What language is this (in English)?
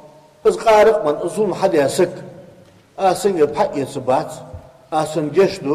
Ingush